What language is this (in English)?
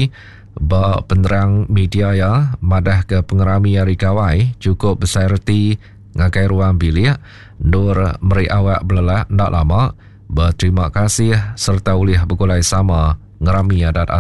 Iban